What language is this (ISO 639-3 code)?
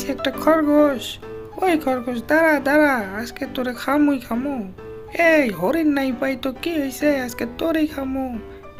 ben